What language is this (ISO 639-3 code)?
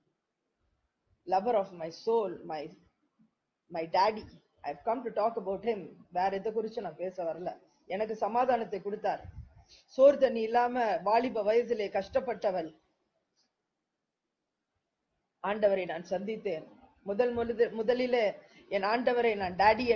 tam